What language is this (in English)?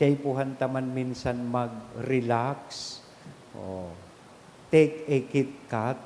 Bikol